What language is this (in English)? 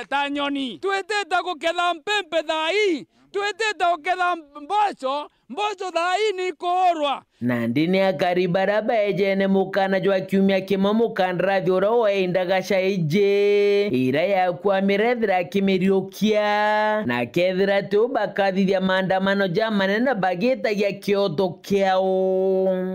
Meru